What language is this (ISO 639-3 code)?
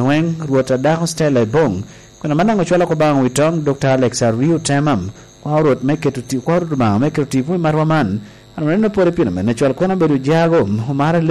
laj